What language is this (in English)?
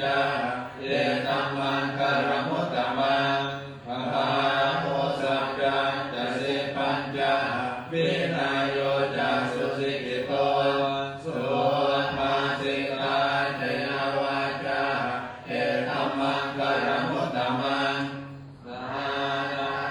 Pali